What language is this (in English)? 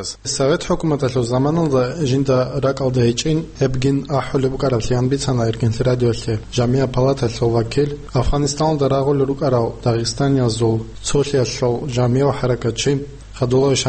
Avaric